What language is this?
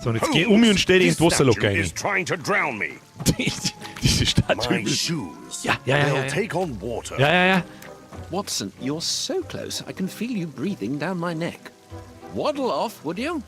Bavarian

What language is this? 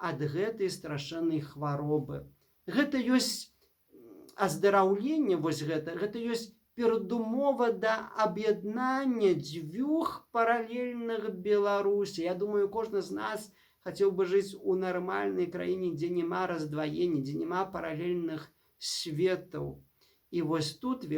Belarusian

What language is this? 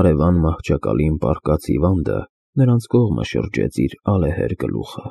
Armenian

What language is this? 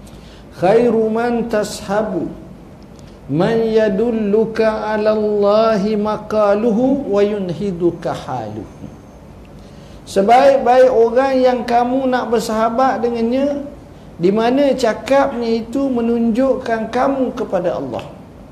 Malay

